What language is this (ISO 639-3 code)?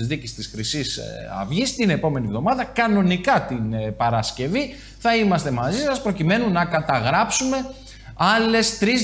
ell